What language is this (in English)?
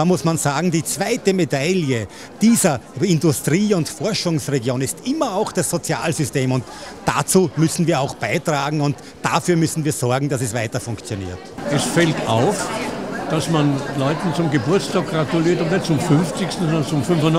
German